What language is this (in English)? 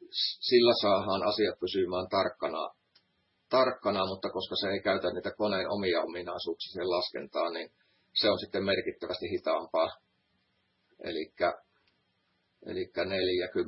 Finnish